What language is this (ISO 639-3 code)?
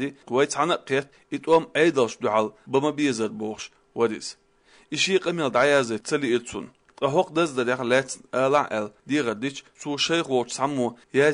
che